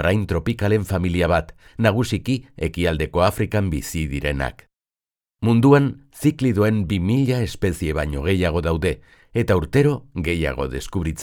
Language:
Basque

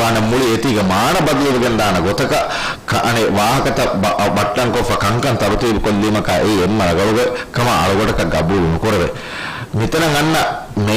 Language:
Divehi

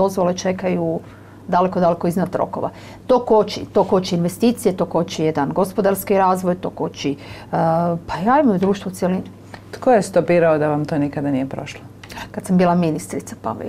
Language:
Croatian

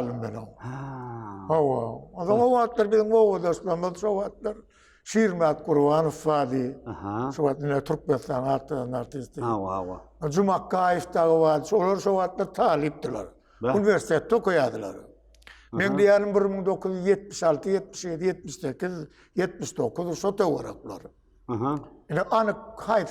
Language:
Turkmen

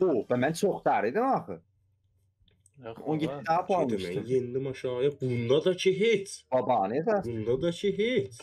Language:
South Azerbaijani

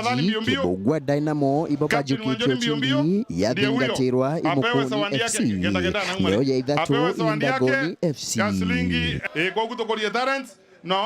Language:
Meru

